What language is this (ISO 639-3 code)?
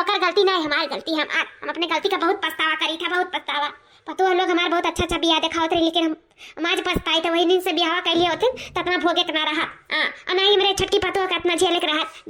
awa